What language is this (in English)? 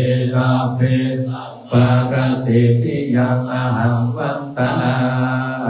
Pali